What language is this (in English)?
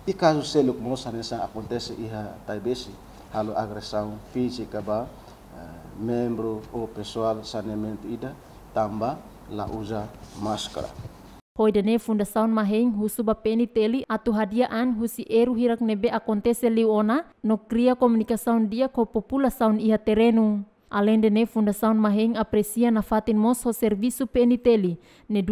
Tetum